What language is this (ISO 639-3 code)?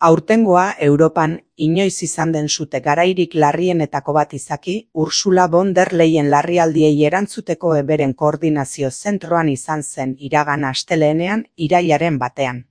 eus